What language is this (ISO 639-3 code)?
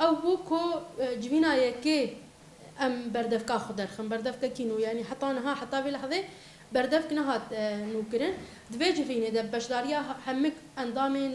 kur